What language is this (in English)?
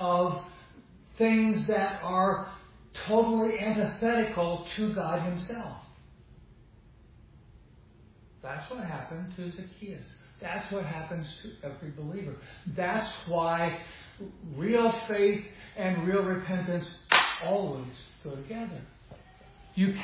English